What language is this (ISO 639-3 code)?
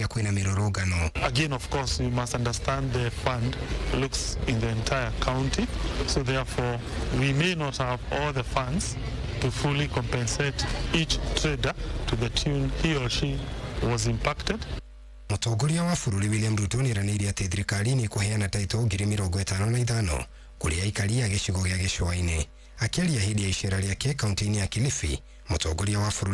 kik